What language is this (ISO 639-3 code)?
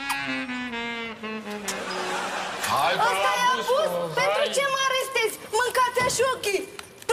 ron